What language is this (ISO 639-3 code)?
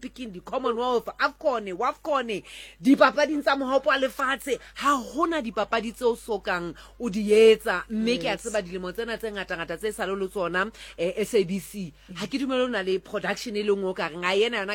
sot